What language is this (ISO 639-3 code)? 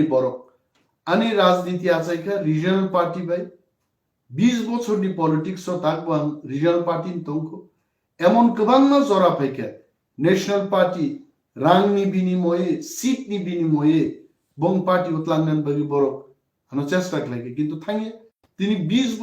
trp